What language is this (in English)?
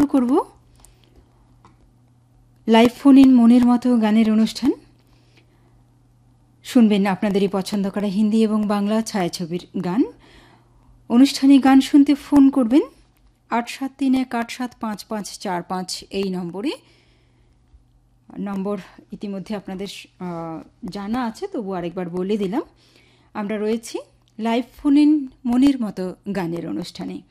Bangla